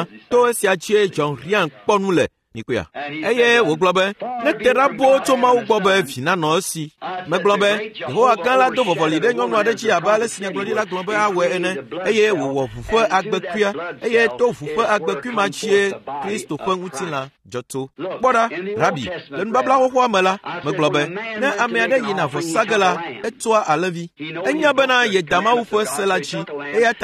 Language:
Ewe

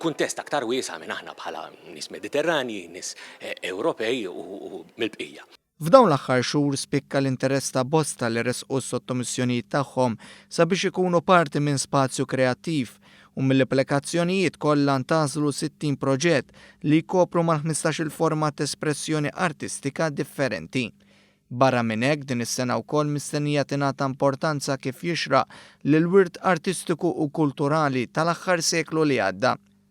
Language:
Maltese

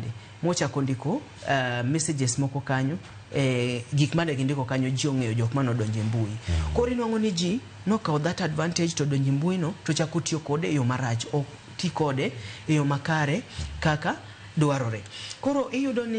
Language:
Luo (Kenya and Tanzania)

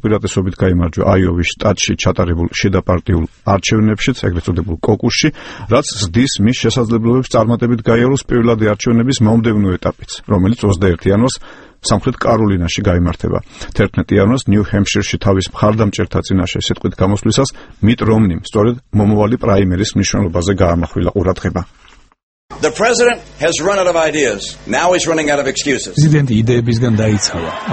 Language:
Georgian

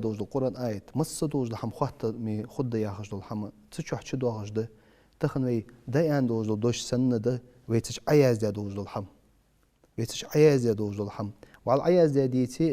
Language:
Ingush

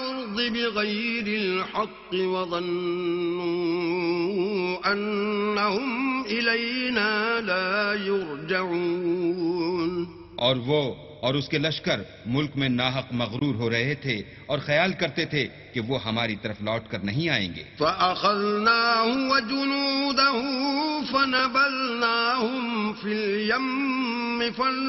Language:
Urdu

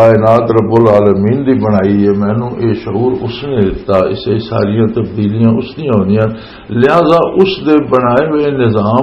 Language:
Western Panjabi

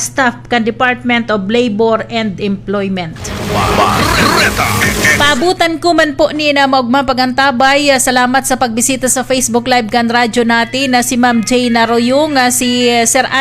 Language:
Bikol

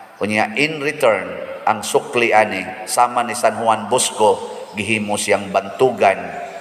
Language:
Cebuano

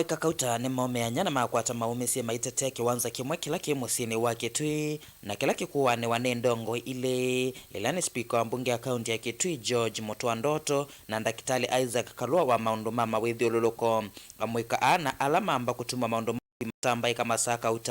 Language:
Kamba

